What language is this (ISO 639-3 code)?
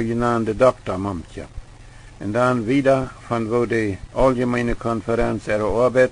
pdt